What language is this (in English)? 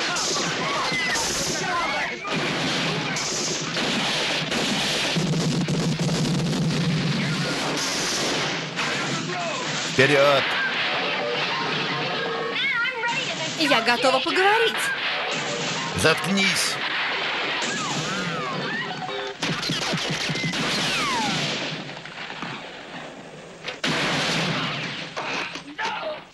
Russian